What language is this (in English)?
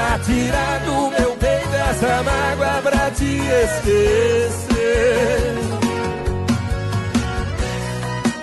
Portuguese